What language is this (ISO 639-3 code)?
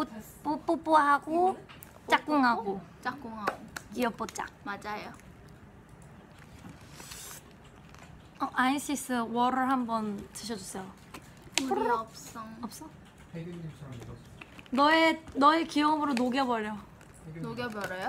kor